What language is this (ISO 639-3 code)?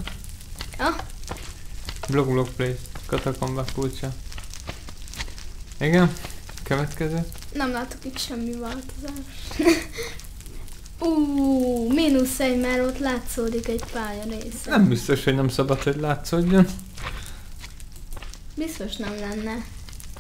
hun